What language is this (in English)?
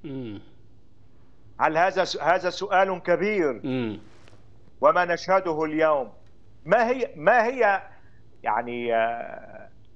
Arabic